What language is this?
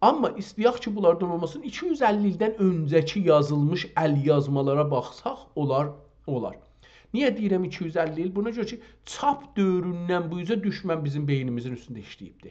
South Azerbaijani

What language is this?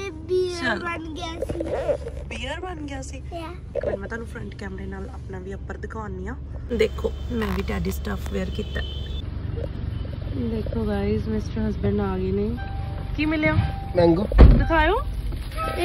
Punjabi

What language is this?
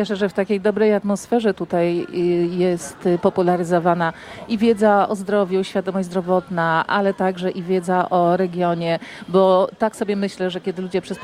Polish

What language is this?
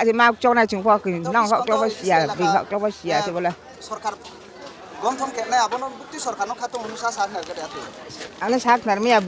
Riang (India)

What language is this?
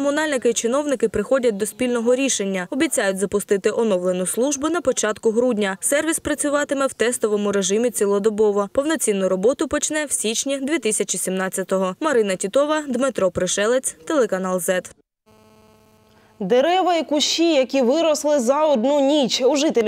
Ukrainian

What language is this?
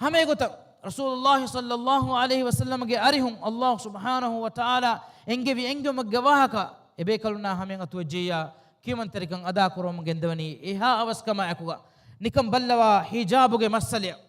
Divehi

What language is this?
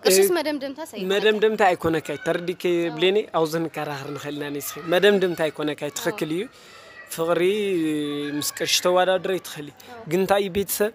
Tigrinya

